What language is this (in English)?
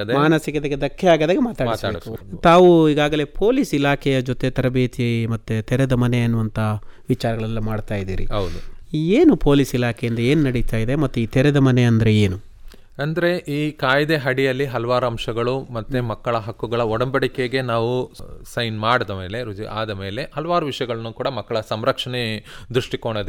Kannada